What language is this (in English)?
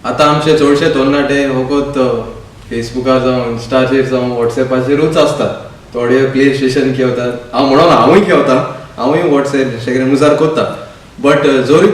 Konkani